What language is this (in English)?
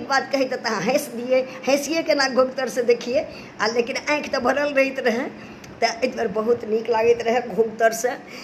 Maithili